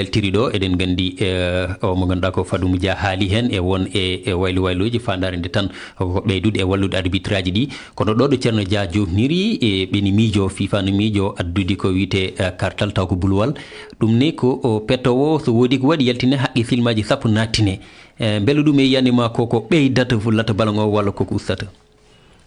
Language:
Fula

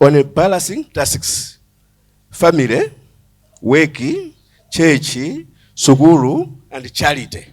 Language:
Nyanja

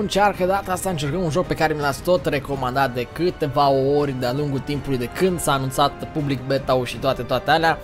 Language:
Romanian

